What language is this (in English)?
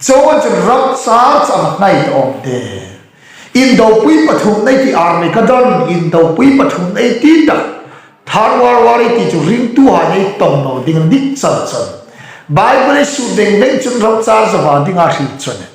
Hmar